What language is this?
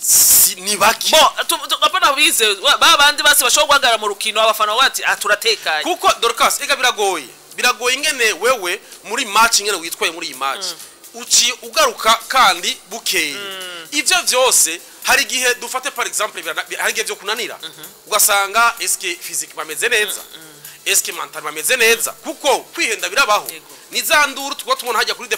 Rundi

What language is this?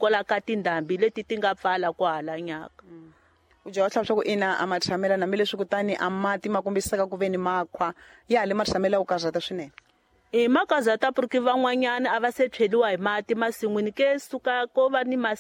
Tsonga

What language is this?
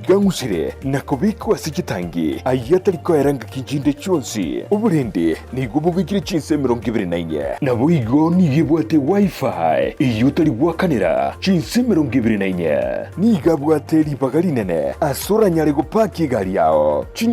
Gusii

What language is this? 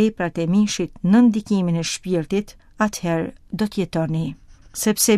Albanian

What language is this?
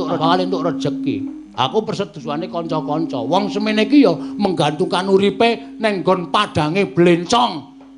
Javanese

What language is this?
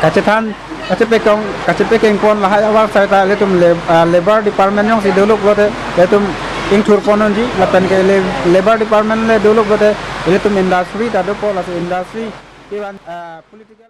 Karbi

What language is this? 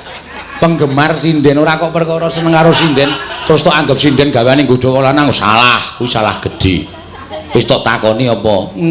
Javanese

